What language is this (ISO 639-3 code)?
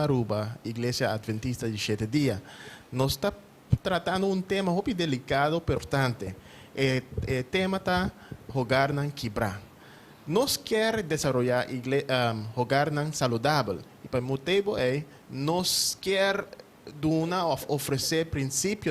pap